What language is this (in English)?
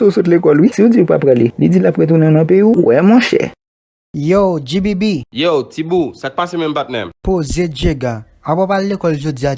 Haitian Creole